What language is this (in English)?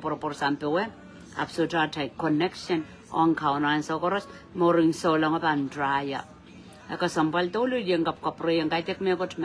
Pohnpeian